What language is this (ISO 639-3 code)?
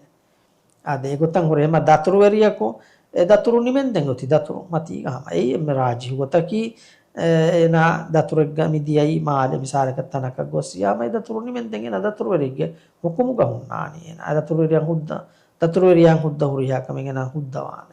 div